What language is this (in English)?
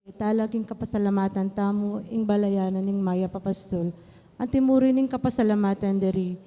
Pampanga